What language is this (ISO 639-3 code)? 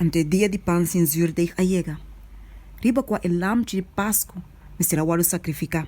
pap